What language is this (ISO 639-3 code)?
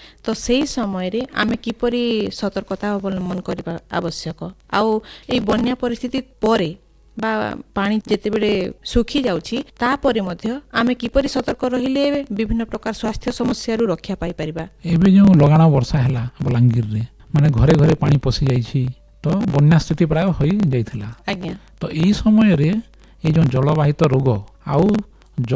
ori